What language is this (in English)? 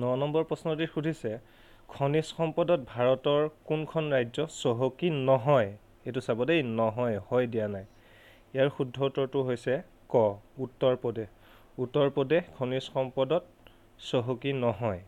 Assamese